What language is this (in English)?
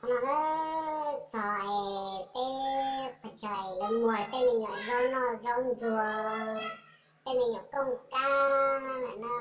Hmong